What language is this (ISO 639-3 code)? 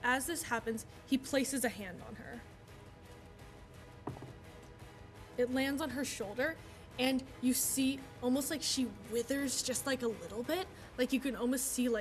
eng